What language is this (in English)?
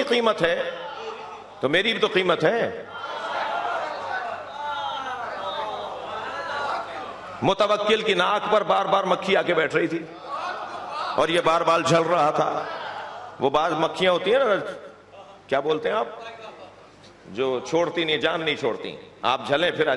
Urdu